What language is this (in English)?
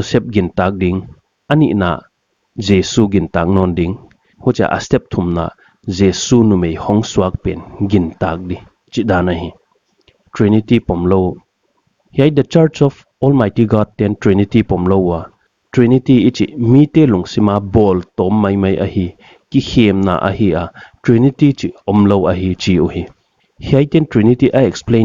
Paite Chin